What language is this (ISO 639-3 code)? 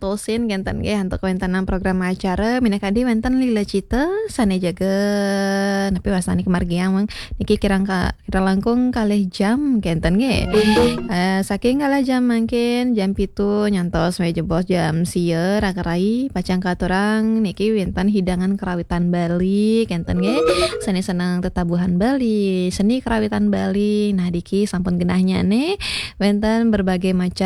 ban